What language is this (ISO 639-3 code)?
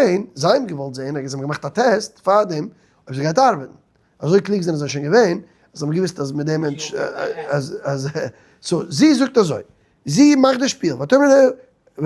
yid